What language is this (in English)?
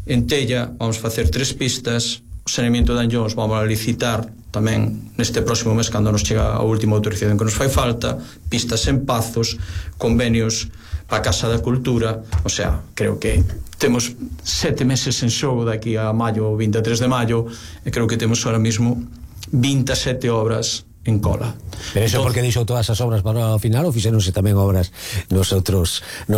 Galician